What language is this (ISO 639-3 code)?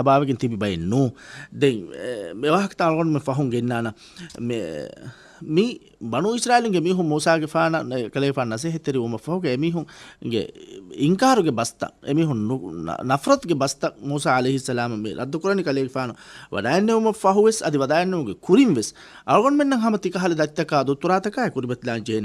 div